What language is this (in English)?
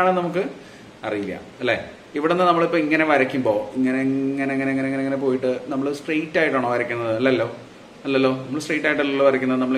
Malayalam